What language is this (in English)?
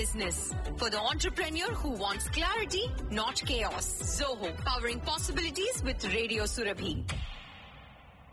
Telugu